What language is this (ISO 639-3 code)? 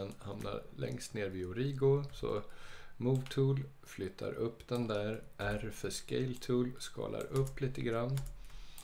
swe